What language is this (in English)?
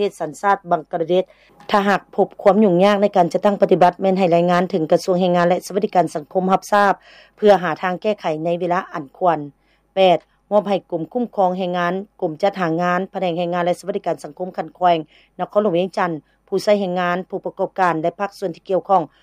Lao